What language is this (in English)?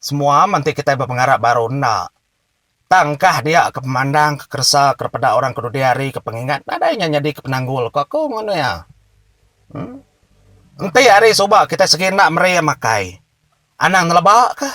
Iban